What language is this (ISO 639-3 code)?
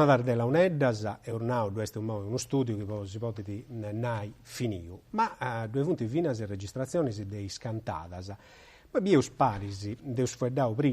srd